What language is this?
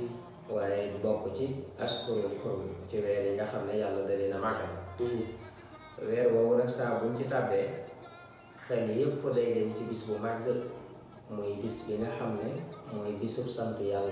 Wolof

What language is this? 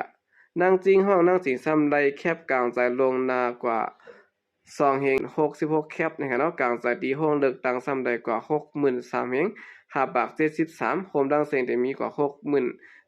Shan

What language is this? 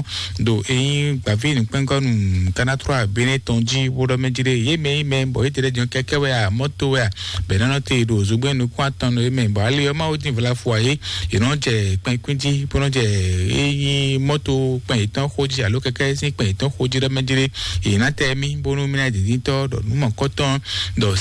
Fon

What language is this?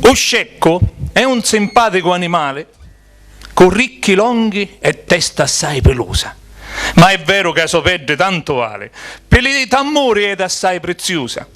Sicilian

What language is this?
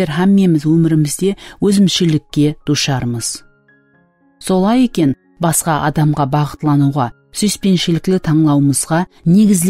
Kara-Kalpak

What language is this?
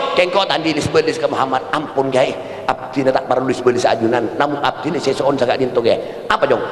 Madurese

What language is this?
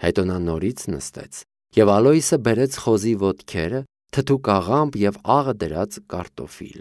Armenian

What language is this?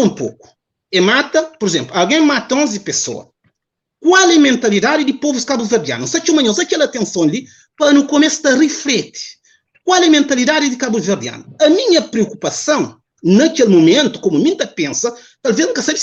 Kabuverdianu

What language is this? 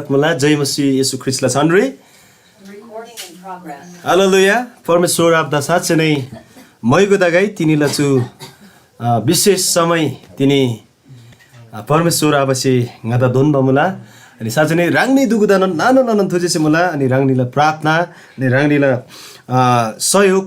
Eastern Tamang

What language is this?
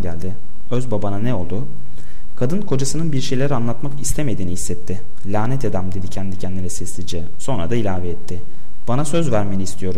Turkish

